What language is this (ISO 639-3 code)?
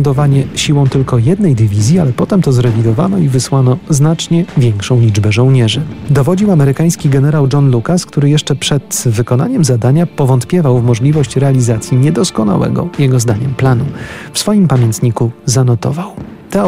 pol